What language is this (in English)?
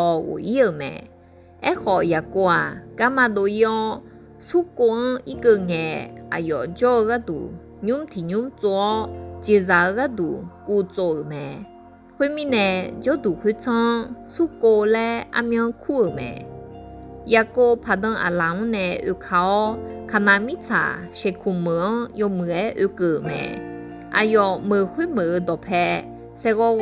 Akha